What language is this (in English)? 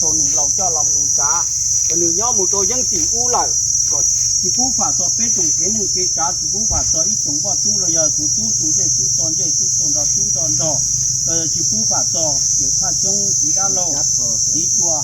Hmong